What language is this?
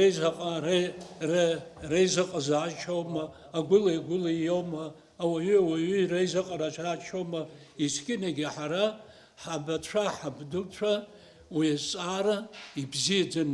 Abkhazian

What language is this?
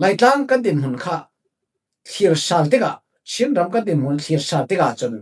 Falam Chin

